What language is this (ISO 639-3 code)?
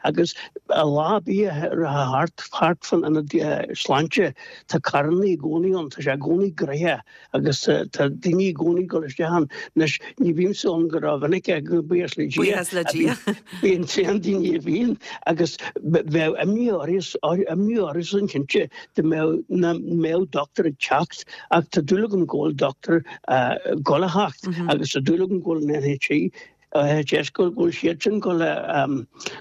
gle